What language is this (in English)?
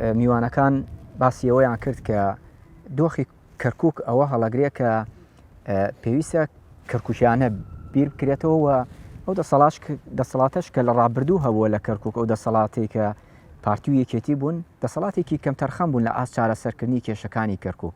Central Kurdish